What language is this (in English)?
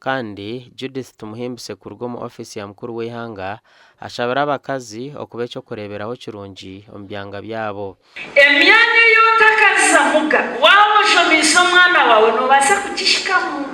Nyankole